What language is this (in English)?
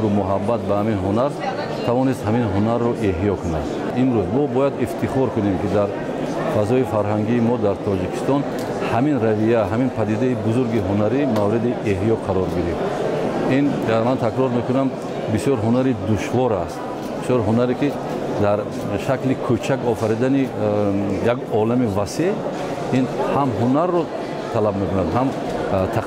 Tajik